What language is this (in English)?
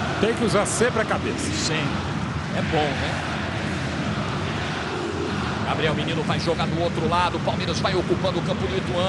Portuguese